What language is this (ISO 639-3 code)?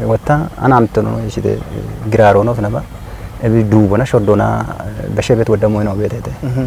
kbr